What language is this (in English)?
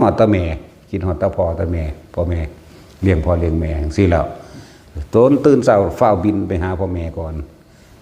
Northeastern Thai